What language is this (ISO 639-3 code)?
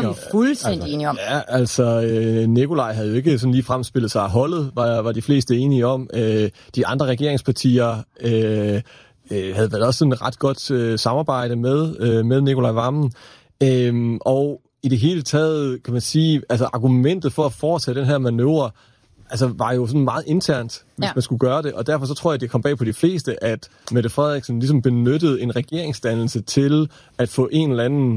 dan